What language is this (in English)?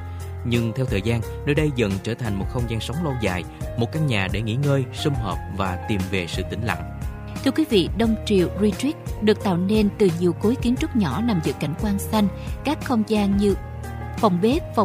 Vietnamese